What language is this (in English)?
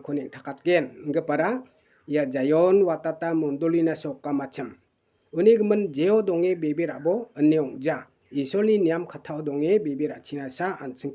Garo